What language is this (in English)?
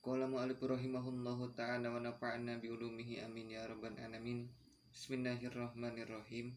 Sundanese